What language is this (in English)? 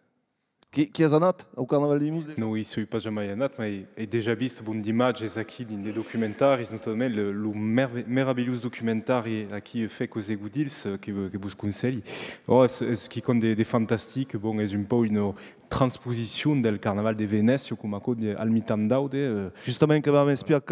Occitan